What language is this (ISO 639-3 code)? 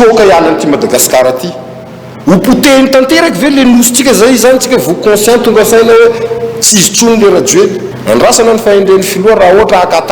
mlg